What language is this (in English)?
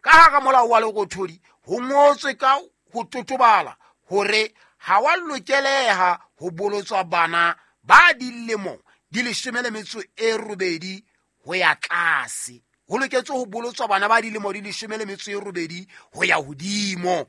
Southern Sotho